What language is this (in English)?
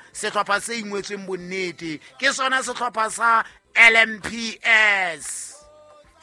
Southern Sotho